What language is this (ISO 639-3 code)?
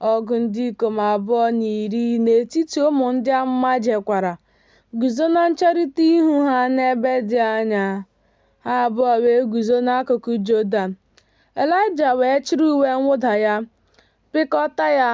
ibo